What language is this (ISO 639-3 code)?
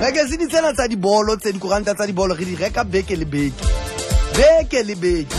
sot